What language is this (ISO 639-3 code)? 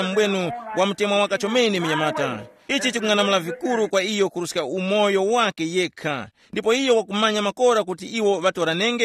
tum